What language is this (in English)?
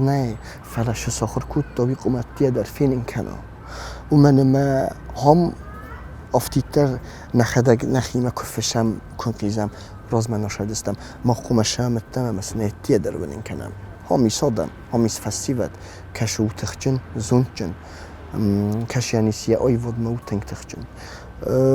Ossetic